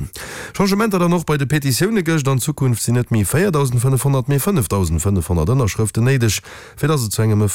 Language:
Luxembourgish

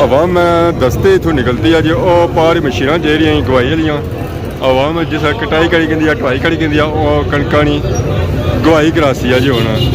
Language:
Pahari-Potwari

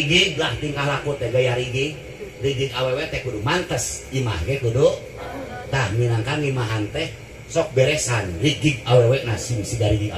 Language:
Sundanese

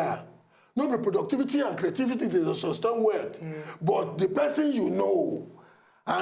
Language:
Nigerian Pidgin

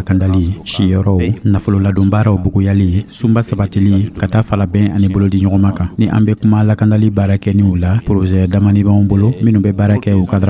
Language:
Dyula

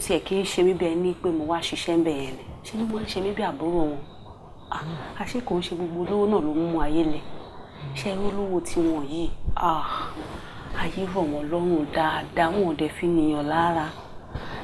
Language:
Yoruba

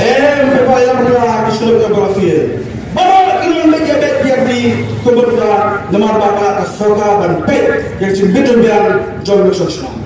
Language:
Khasi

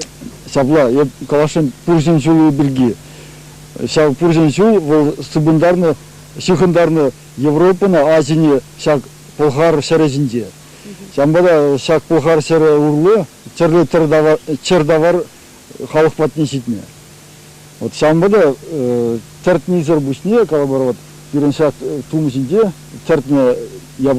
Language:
Chuvash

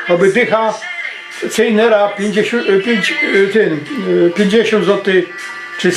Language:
Silesian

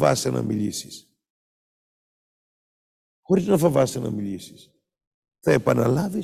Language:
Greek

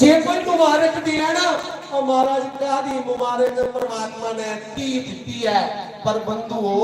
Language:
Dogri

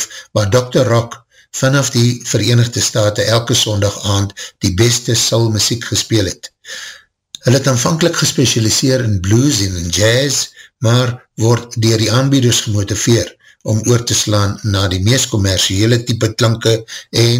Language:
Afrikaans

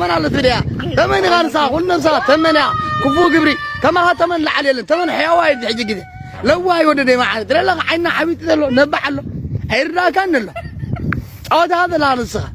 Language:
Tigrinya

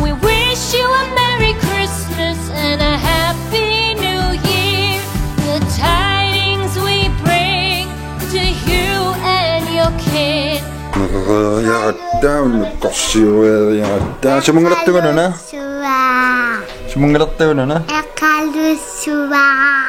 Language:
Kalaallisut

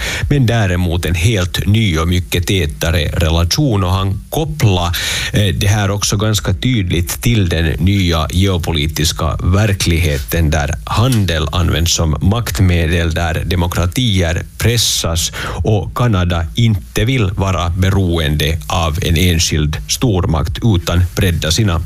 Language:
Swedish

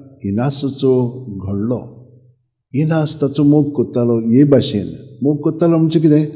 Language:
Konkani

